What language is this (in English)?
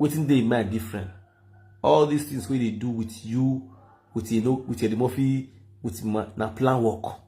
Nigerian Pidgin